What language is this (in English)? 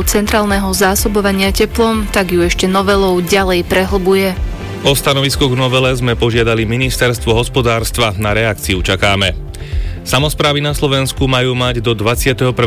Slovak